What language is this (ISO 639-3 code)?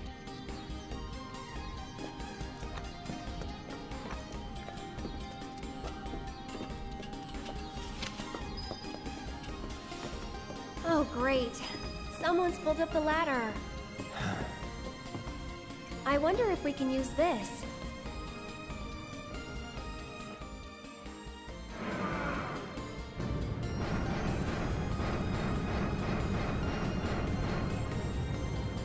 eng